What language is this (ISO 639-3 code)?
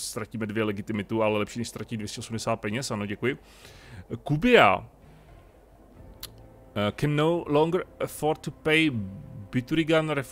ces